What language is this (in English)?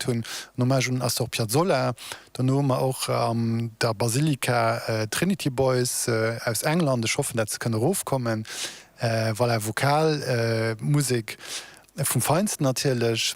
Luxembourgish